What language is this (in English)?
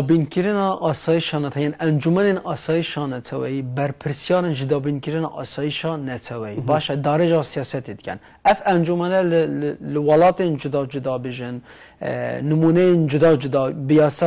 Kurdish